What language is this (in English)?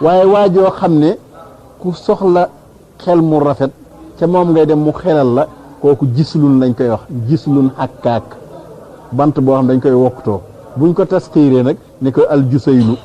Wolof